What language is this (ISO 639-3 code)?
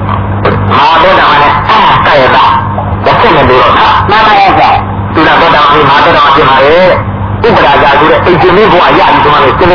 mya